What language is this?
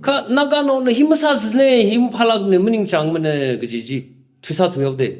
Tangkhul Naga (India)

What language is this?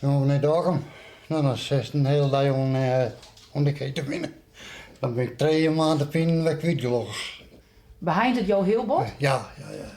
Western Frisian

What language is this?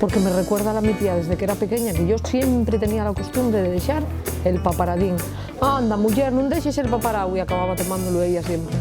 Asturian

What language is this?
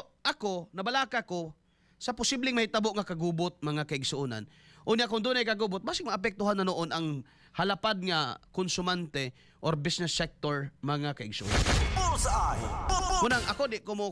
Cebuano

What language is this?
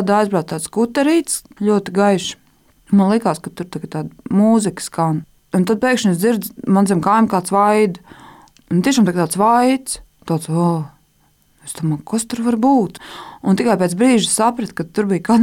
Latvian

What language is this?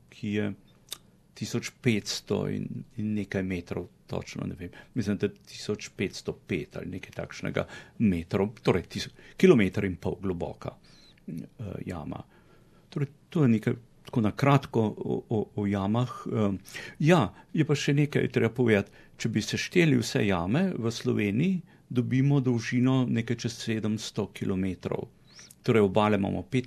Slovenian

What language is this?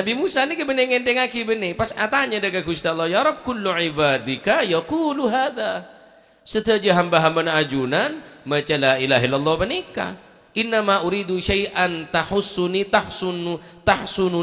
Madurese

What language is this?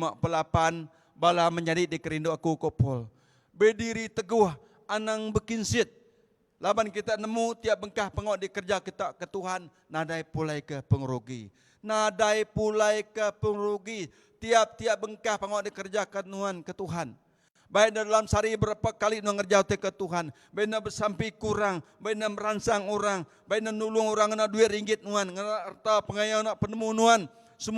Iban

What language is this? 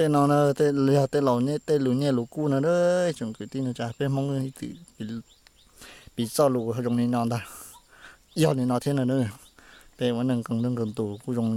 Hmong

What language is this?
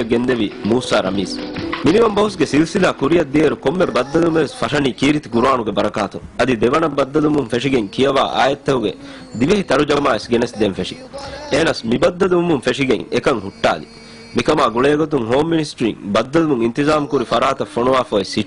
Divehi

